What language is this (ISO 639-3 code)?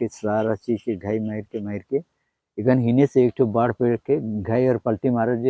sck